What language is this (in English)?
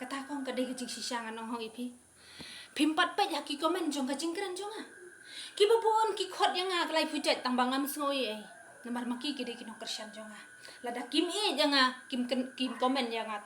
Khasi